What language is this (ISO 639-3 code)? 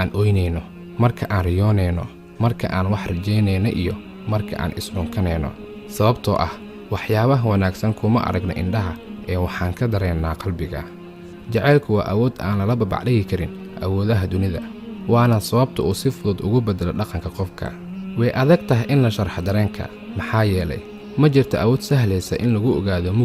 som